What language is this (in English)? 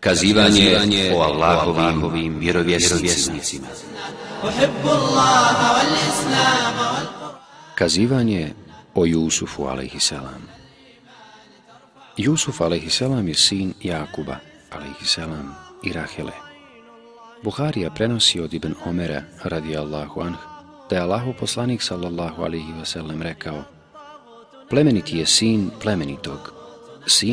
Bosnian